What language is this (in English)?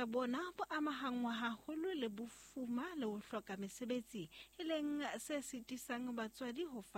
Southern Sotho